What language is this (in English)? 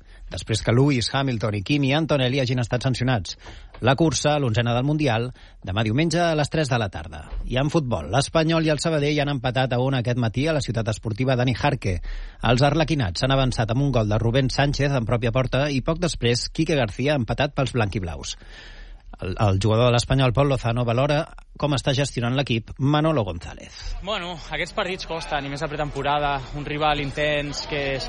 Catalan